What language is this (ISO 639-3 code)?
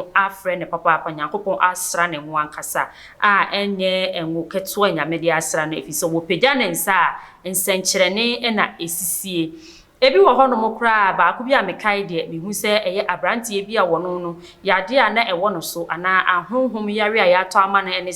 aka